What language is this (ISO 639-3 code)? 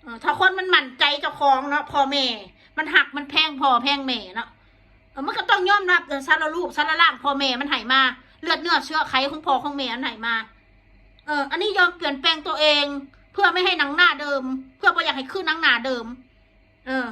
tts